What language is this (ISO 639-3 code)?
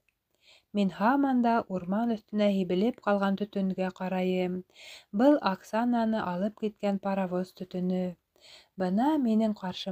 bak